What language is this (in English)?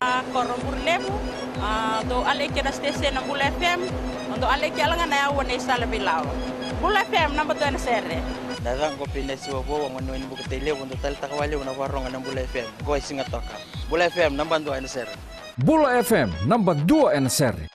Fijian